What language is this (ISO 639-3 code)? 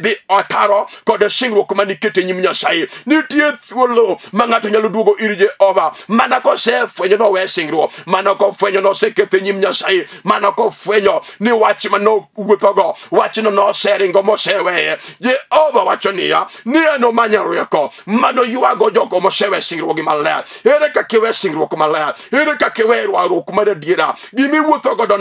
luo